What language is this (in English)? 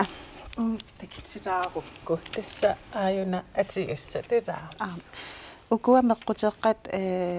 Kalaallisut